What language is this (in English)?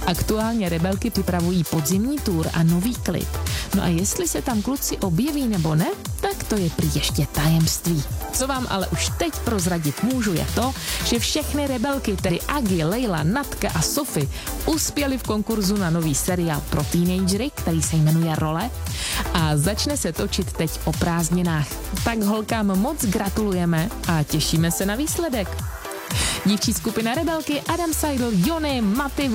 Czech